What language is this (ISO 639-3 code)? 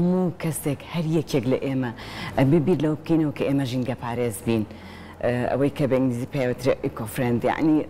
ckb